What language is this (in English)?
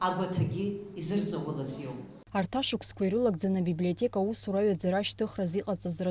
Abkhazian